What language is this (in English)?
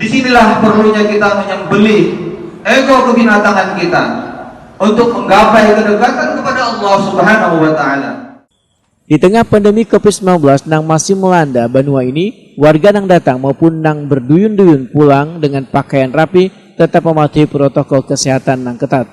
Banjar